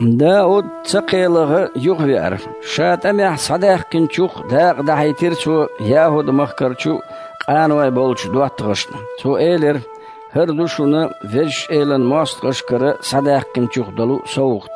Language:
Chechen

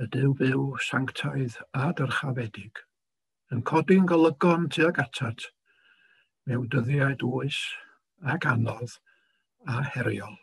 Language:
Welsh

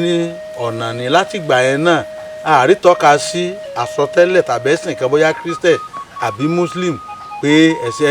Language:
Yoruba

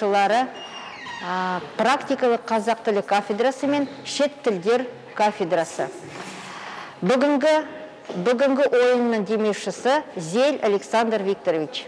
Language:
Kazakh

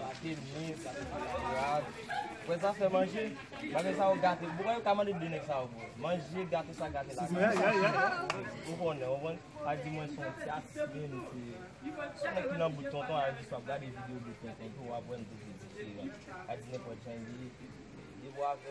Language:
Haitian Creole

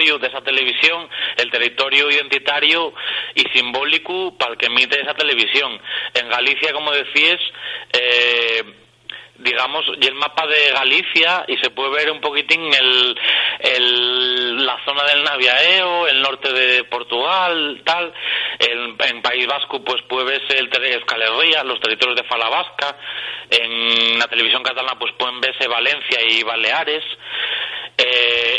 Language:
Asturian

